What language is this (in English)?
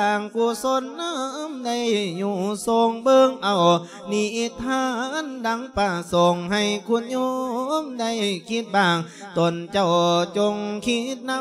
Lao